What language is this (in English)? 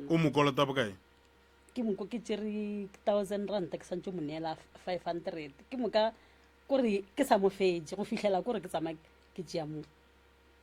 Northern Sotho